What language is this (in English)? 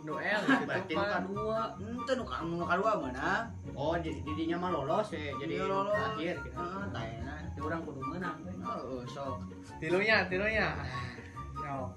Sundanese